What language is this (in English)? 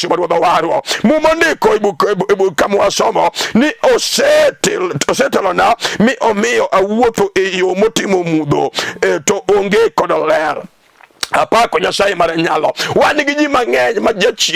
Luo (Kenya and Tanzania)